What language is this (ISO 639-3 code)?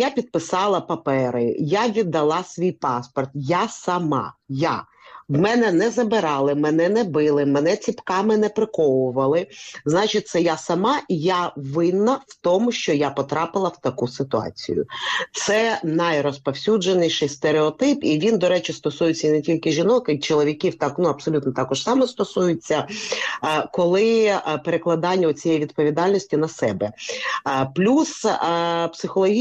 ukr